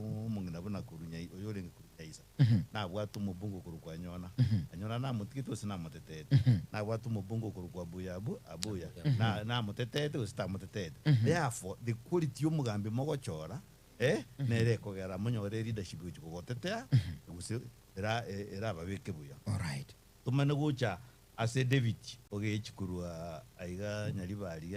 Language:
Gusii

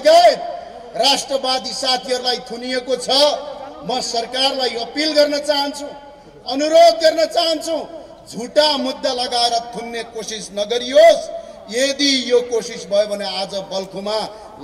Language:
Nepali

